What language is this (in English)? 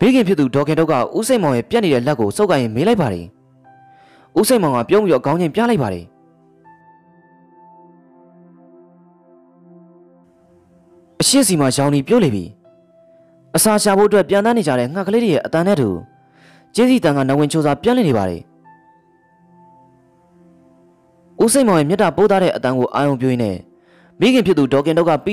Burmese